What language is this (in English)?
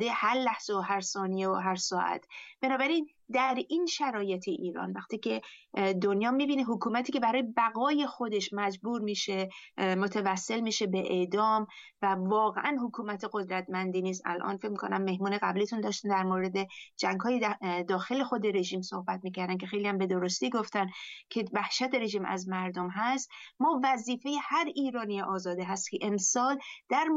Persian